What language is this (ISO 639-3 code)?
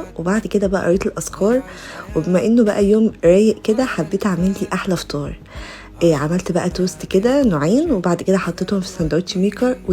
arz